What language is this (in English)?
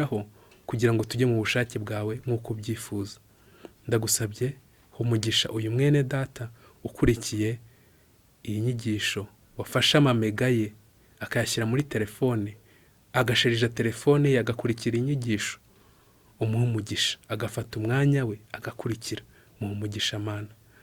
Kinyarwanda